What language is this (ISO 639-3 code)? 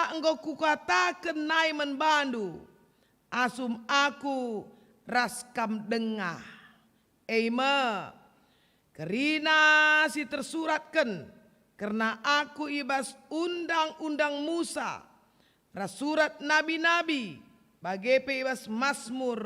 btx